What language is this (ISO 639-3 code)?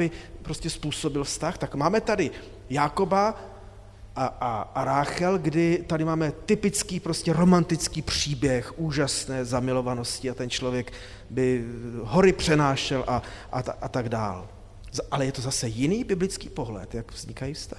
ces